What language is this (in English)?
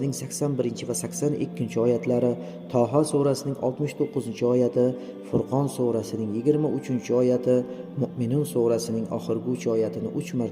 Uzbek